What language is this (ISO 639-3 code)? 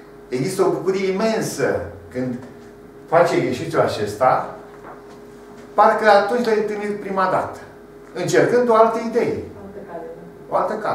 ron